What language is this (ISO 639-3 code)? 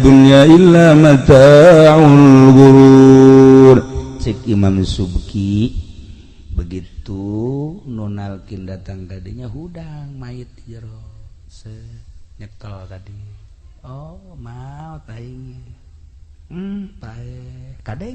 sun